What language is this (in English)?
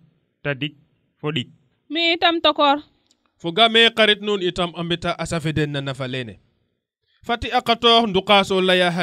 Serer